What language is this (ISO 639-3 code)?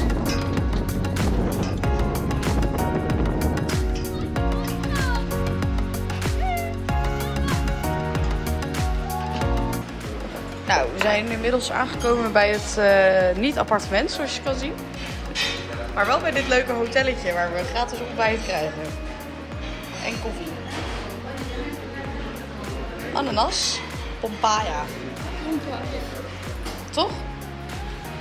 nld